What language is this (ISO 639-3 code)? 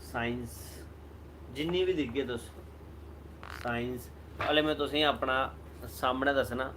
doi